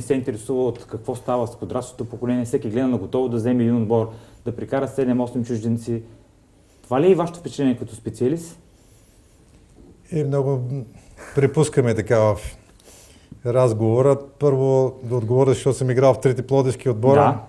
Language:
Bulgarian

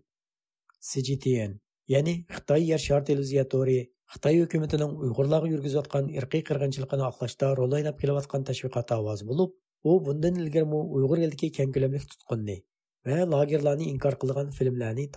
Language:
Uyghur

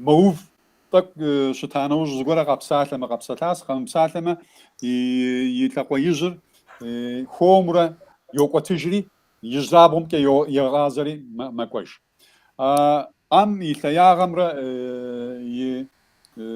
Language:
Kabardian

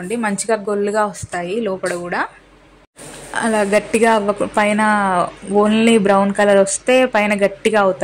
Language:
Telugu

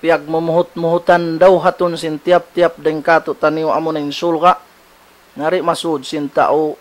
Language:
Tausug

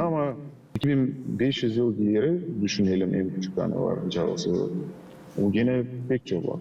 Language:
Gagauz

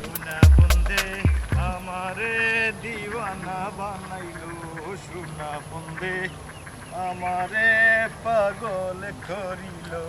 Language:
Sylheti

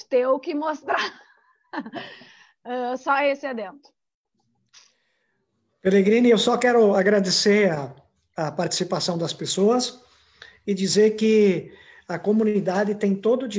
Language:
Portuguese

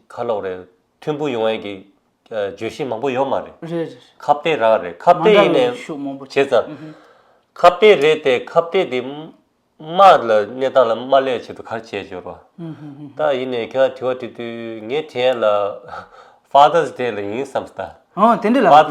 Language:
Tibetan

